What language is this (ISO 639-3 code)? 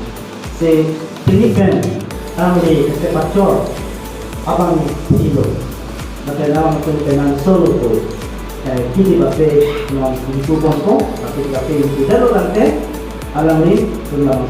mjw